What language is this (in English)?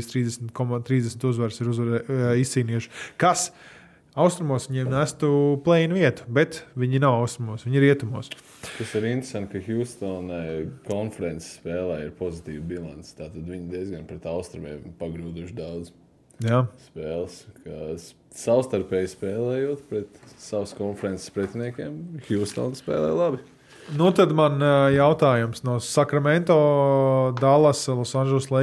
Latvian